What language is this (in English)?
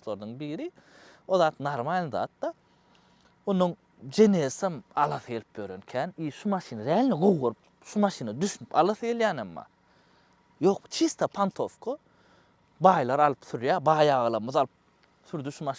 Turkmen